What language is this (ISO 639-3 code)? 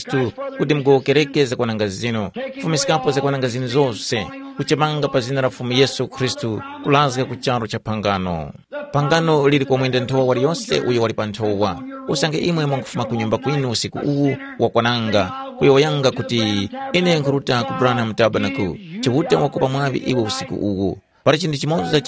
tum